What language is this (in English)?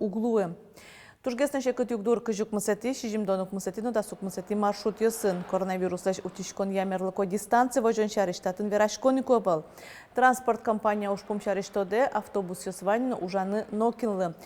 Udmurt